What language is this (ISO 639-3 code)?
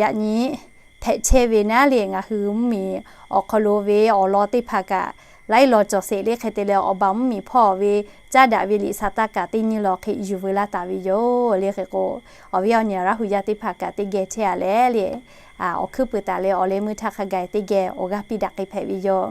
lhu